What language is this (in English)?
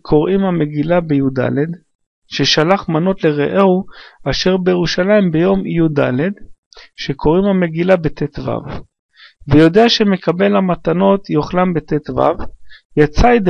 Hebrew